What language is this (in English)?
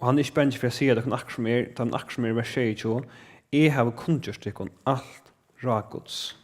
Faroese